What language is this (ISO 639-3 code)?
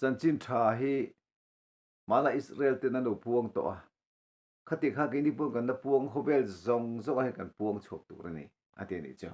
lus